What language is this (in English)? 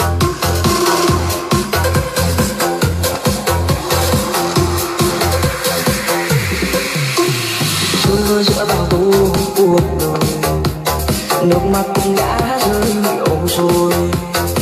Vietnamese